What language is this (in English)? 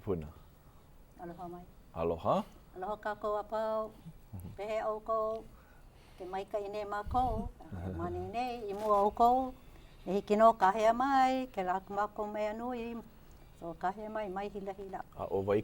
Hawaiian